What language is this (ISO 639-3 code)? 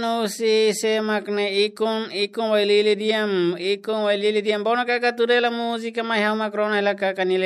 tet